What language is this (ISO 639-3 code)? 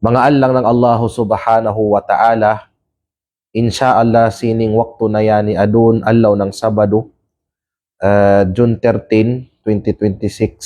kqe